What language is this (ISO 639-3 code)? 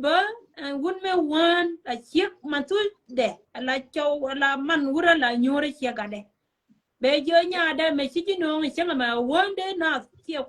nus